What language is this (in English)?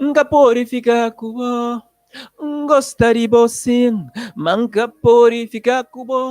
Kabuverdianu